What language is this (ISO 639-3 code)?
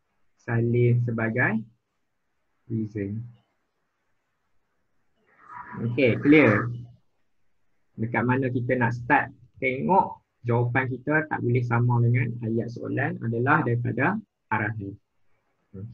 msa